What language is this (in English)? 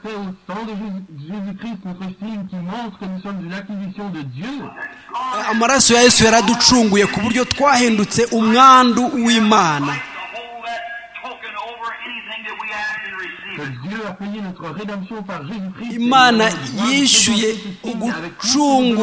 Kinyarwanda